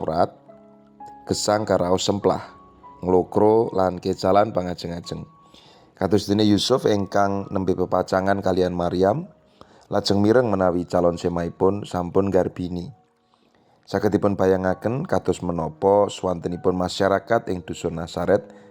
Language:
Javanese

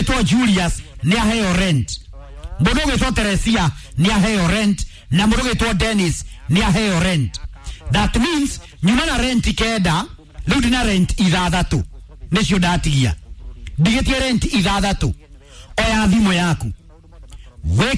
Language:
Kikuyu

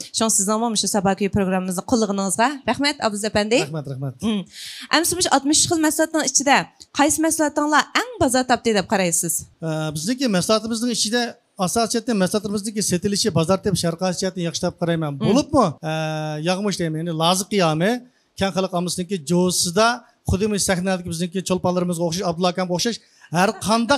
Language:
Uyghur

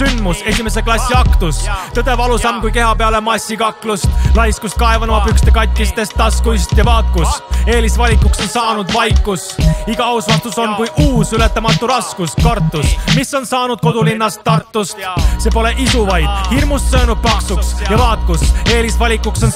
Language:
Estonian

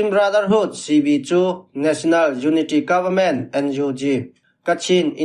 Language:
Falam Chin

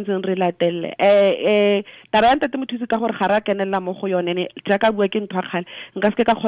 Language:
Tswana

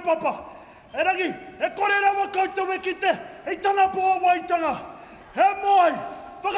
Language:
Māori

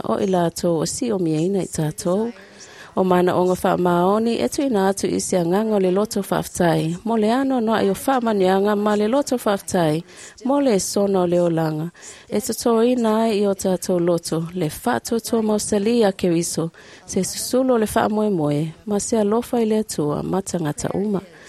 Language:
Samoan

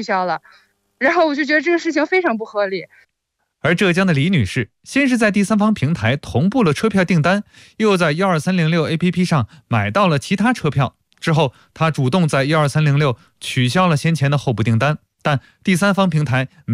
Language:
Chinese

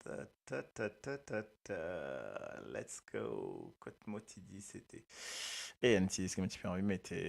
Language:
Morisyen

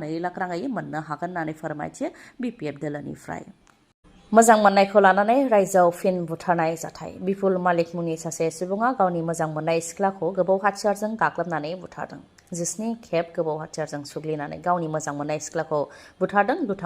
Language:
Bodo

